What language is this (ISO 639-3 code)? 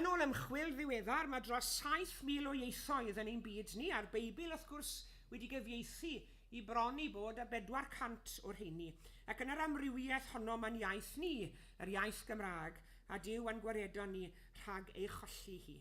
cym